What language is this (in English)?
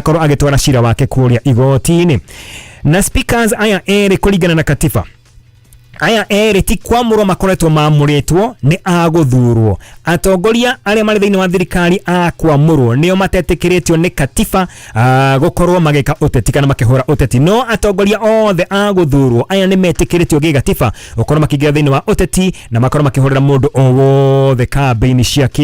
Kikuyu